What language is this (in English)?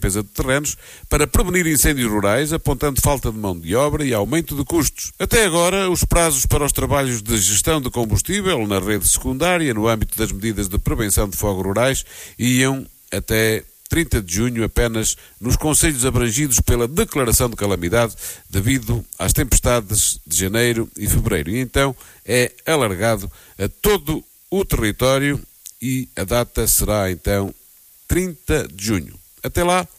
Portuguese